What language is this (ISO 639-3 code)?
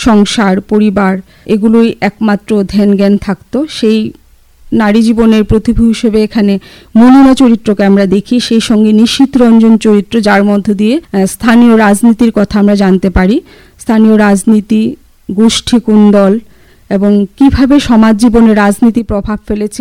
ben